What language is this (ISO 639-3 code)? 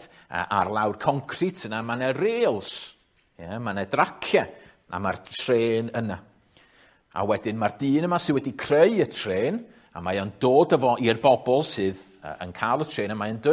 cym